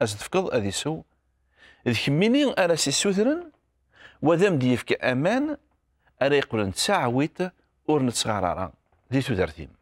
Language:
Kabyle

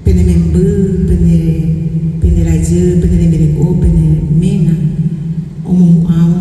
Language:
Guarani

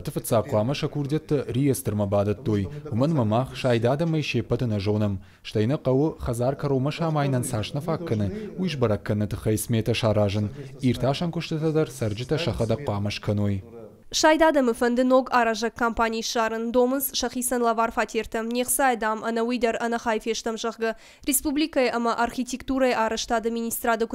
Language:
Ossetic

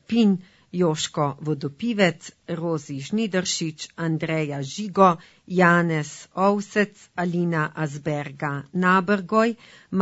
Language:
Slovenian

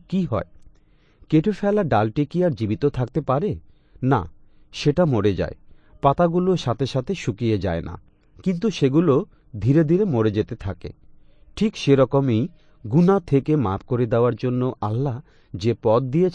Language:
Bangla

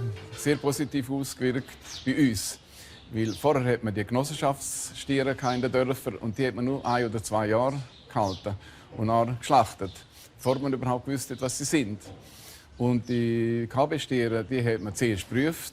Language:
Romansh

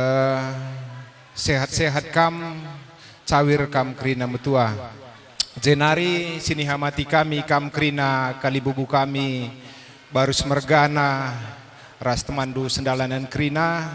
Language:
Batak Karo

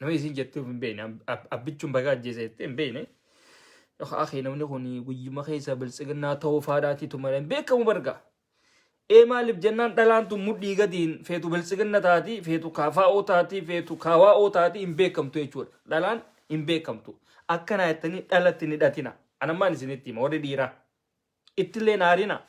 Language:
Oromo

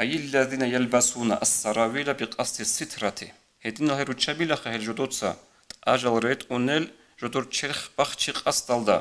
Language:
Avaric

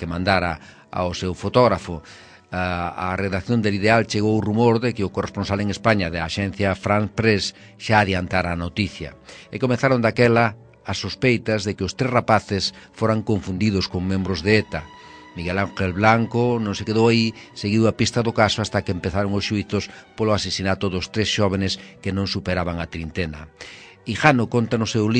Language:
Galician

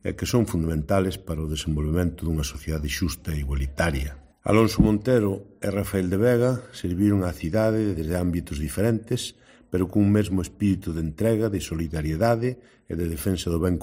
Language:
Galician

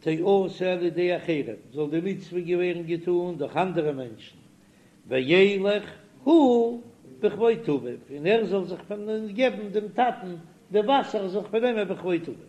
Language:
Yiddish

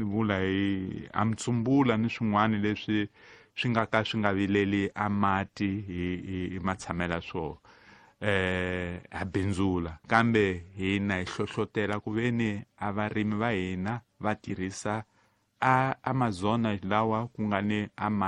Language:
Tsonga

